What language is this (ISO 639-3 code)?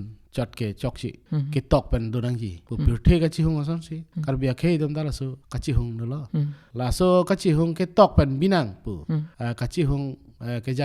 mjw